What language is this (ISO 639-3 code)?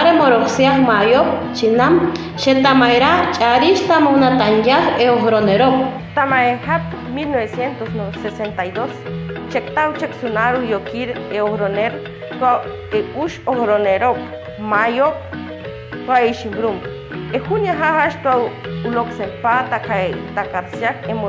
caa